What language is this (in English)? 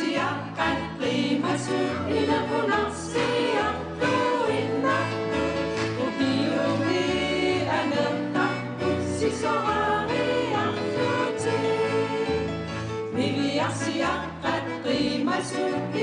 Kalaallisut